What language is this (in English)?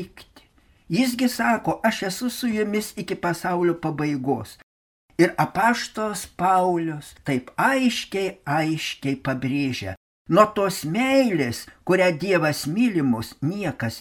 Lithuanian